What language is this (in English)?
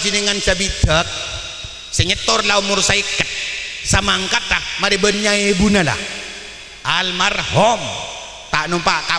Madurese